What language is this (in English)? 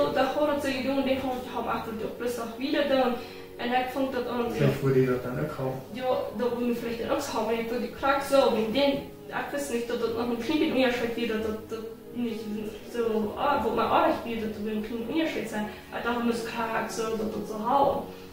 Plautdietsch